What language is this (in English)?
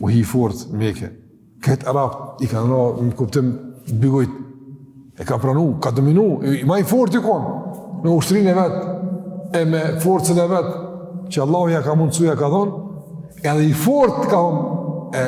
Albanian